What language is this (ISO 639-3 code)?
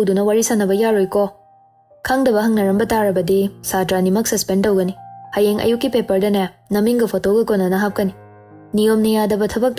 mni